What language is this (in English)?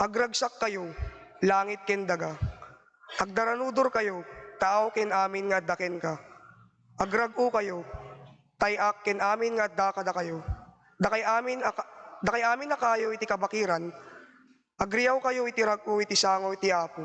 Iloko